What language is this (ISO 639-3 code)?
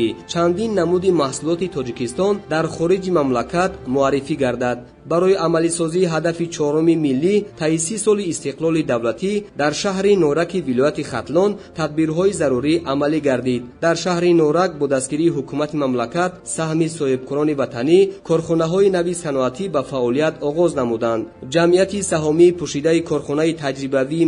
tgk